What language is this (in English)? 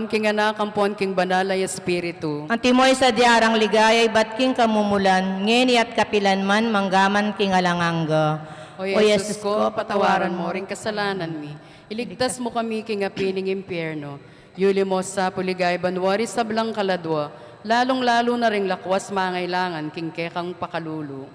Pampanga